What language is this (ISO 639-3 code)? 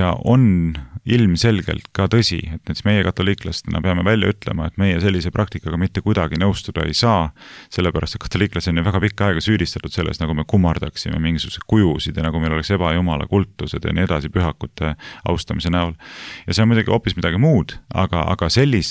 est